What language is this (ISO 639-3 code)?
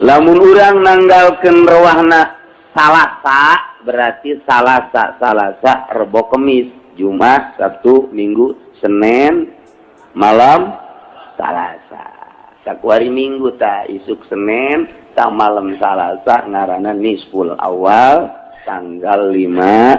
sun